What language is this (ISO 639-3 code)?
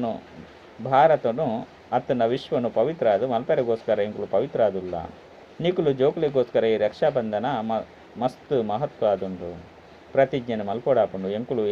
tcy